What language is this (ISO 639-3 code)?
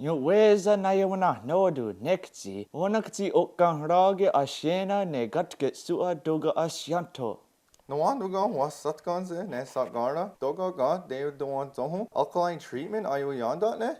moh